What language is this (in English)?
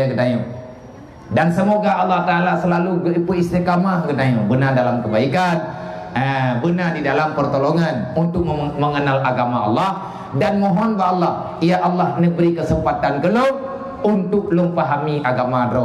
Achinese